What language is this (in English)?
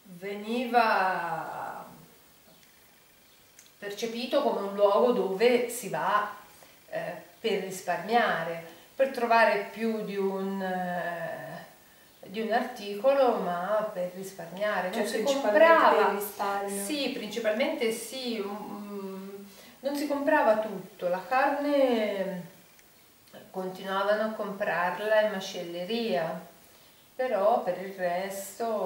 Italian